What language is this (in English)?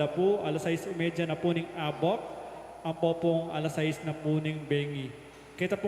Pampanga